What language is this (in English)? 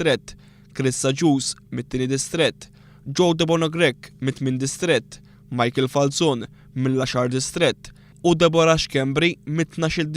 Maltese